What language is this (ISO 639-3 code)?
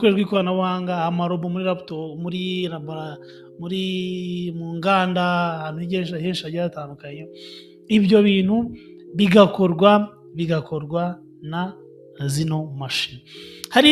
kin